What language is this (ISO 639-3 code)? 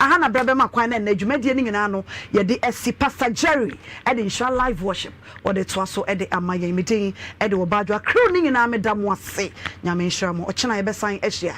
aka